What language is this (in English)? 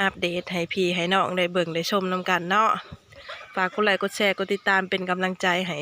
Lao